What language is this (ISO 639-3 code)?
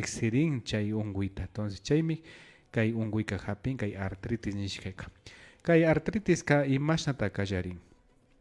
qvi